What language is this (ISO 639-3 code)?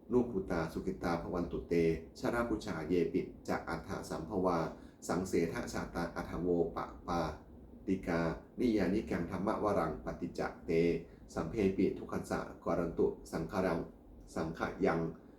pli